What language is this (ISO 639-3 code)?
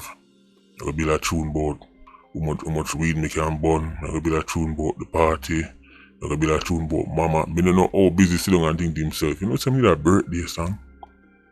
jam